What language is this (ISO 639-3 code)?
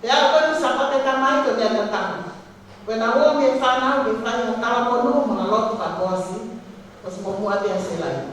ton